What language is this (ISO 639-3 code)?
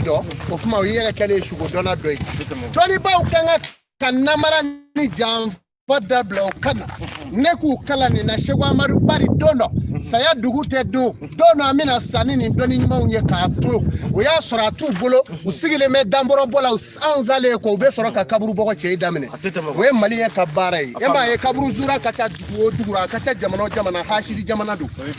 bam